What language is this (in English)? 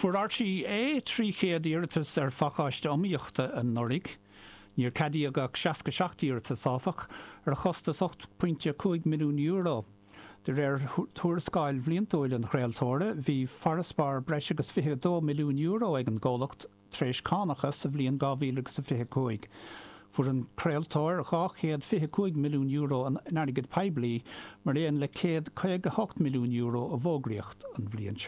Irish